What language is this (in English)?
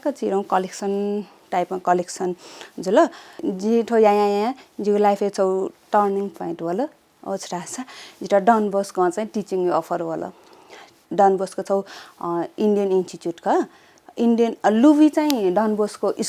Newari